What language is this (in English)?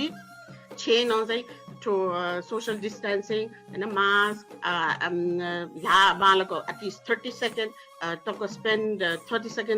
Newari